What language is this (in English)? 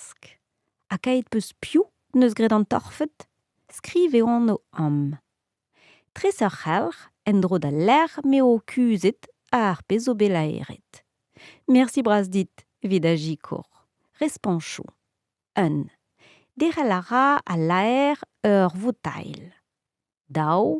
Breton